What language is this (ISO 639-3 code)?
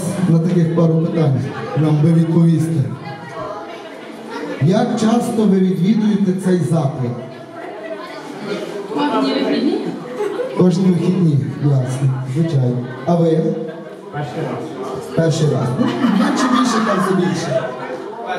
ukr